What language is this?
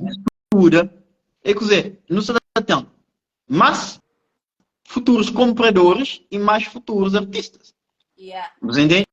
Kabuverdianu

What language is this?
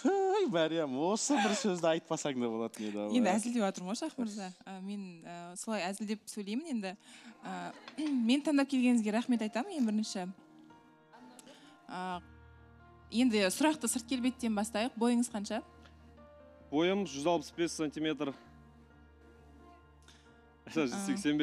Kazakh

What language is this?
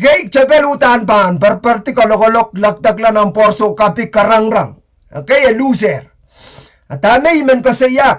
Pohnpeian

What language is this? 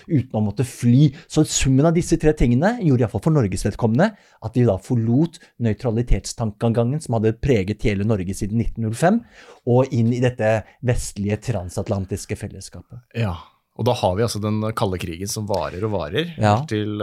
Norwegian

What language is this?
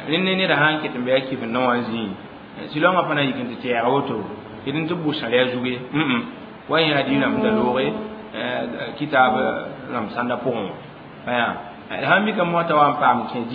Mossi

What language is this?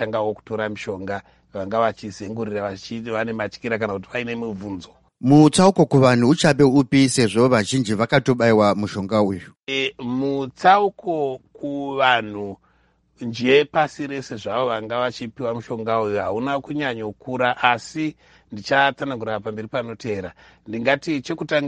Shona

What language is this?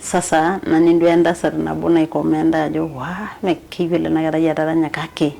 Masai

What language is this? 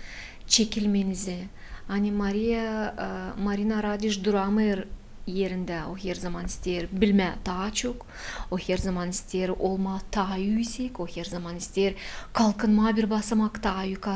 Gagauz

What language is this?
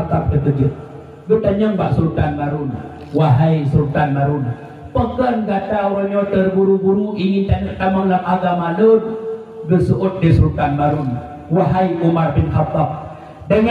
Achinese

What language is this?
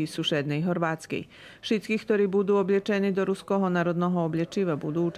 Rusyn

